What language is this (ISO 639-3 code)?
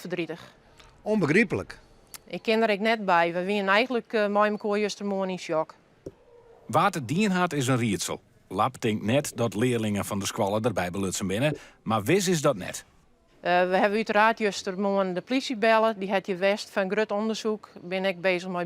fry